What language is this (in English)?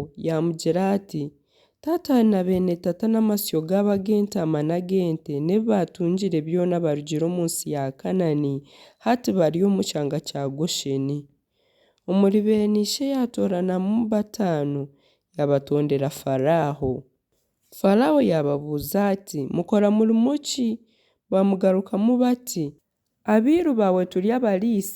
Nyankole